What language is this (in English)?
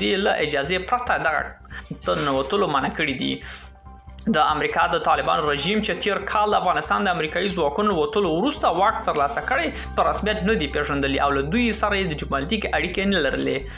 Pashto